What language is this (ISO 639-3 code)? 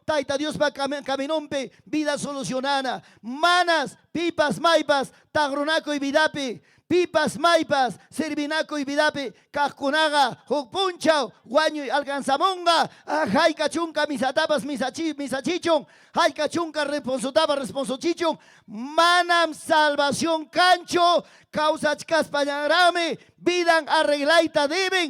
quy